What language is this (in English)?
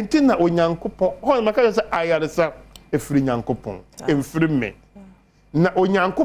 Akan